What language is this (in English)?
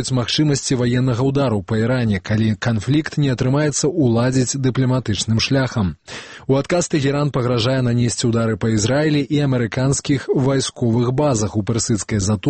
Belarusian